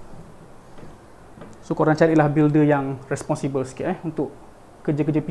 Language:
Malay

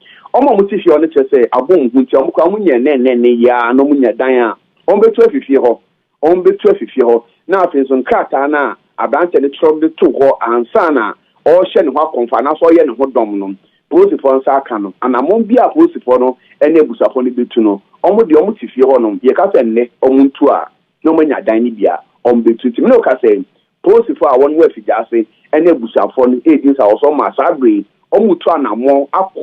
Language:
Akan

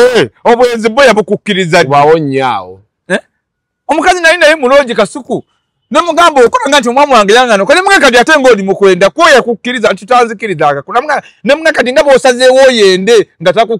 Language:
Ganda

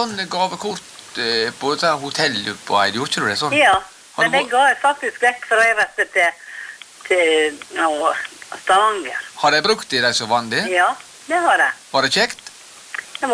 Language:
Norwegian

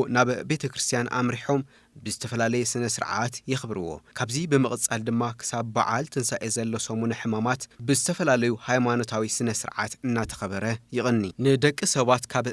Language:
Tigrinya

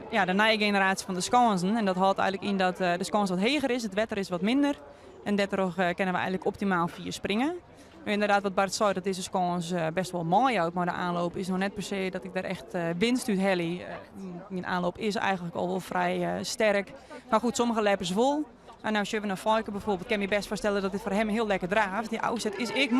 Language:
Western Frisian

